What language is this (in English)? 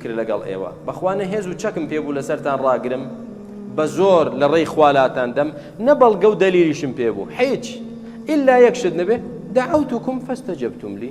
Central Kurdish